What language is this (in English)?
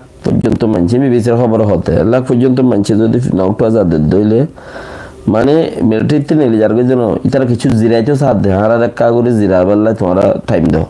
Rohingya